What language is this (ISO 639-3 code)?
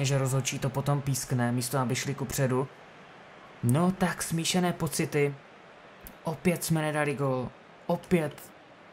ces